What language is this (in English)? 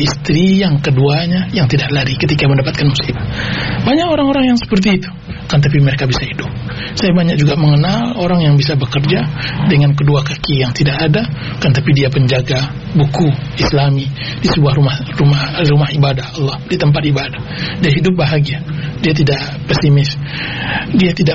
Indonesian